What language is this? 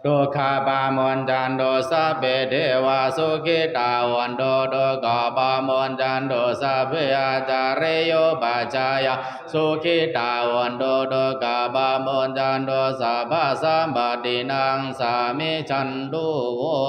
Pali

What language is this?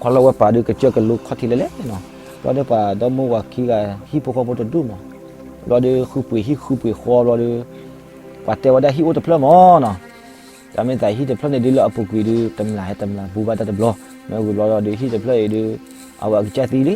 S'gaw Karen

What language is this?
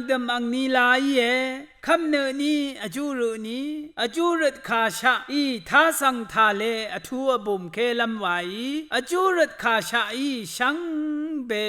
Rawang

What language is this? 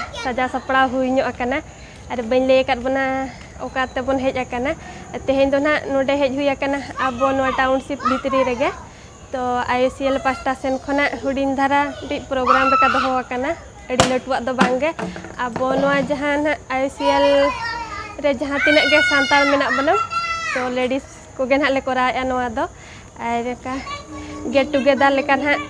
Santali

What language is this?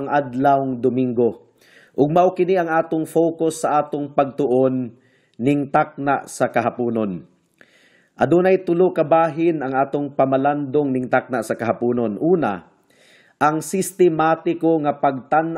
Cebuano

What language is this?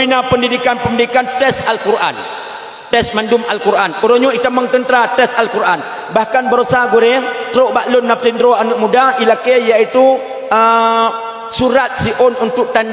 Achinese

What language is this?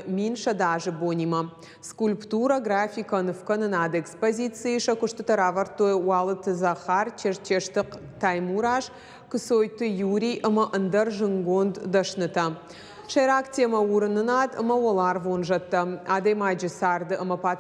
Ossetic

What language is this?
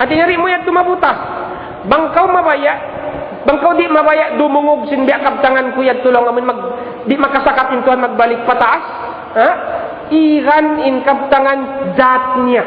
Tausug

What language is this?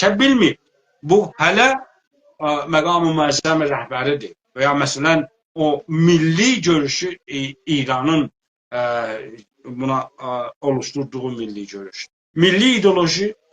South Azerbaijani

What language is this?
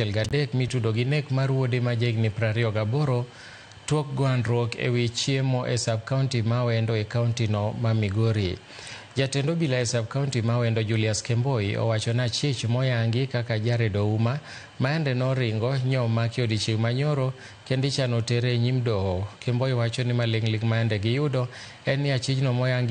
Luo (Kenya and Tanzania)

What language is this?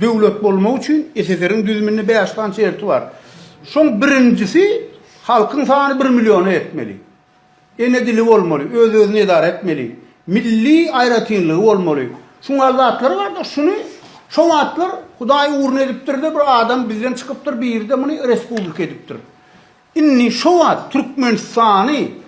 Turkmen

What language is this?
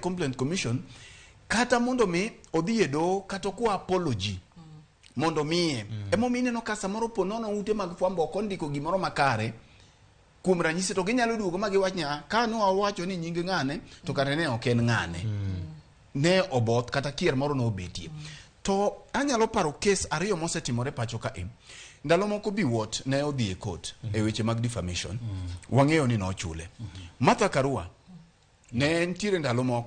Luo (Kenya and Tanzania)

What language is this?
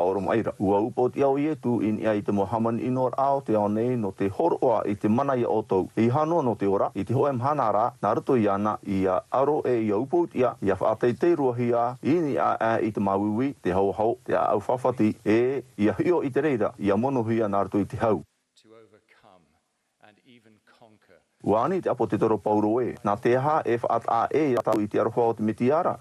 Tahitian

